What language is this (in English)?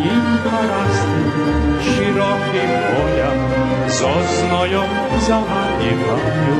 Rusyn